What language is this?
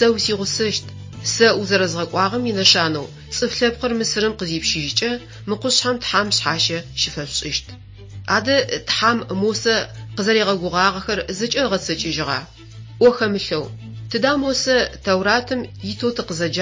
Adyghe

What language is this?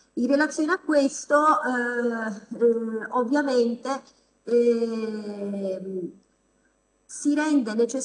Italian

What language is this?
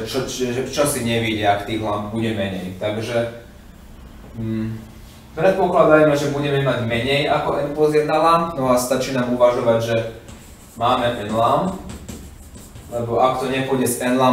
Slovak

